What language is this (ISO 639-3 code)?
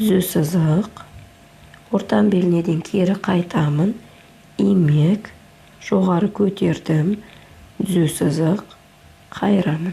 kaz